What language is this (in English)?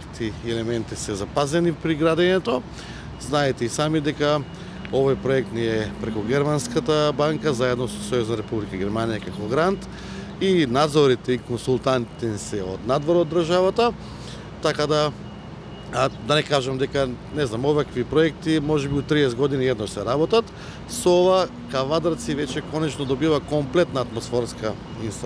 Macedonian